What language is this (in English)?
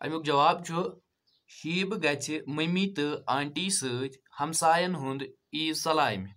Kashmiri